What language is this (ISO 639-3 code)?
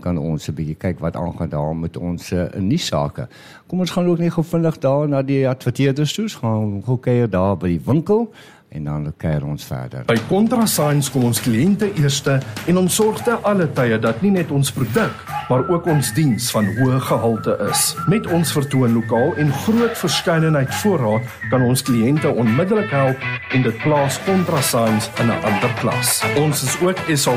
afr